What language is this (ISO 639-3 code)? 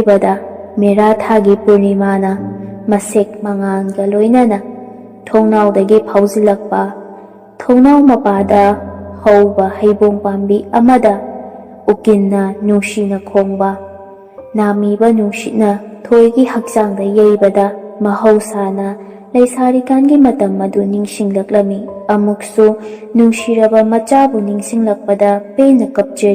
mni